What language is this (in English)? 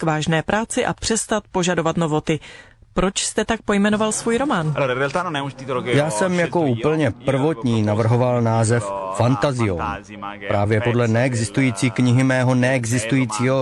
Czech